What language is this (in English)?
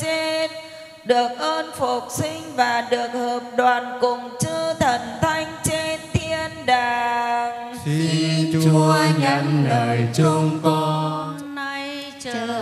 Vietnamese